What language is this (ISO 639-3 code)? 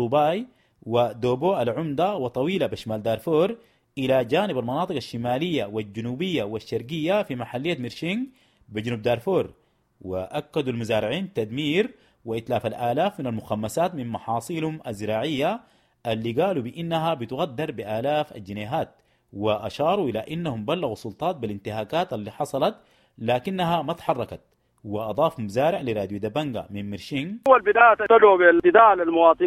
apd